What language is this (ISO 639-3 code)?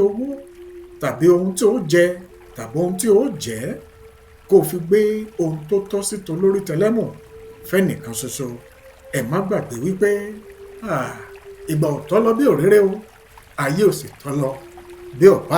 yor